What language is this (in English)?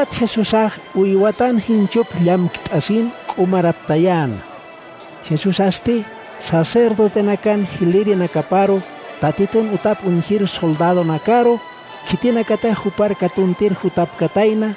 Aymara